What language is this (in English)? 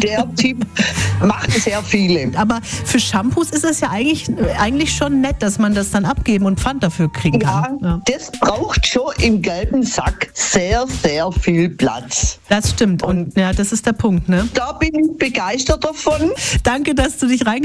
German